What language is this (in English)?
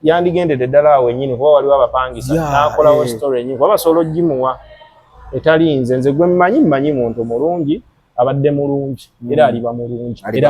Ganda